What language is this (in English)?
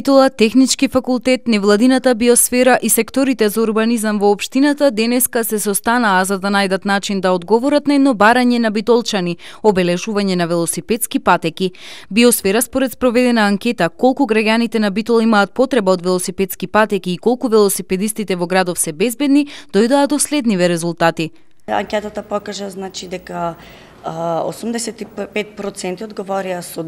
Macedonian